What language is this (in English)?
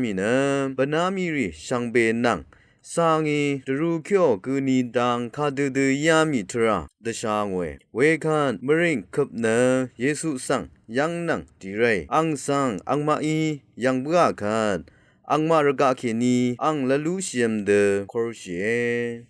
Rawang